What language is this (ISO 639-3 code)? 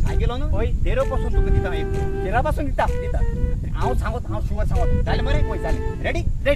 kok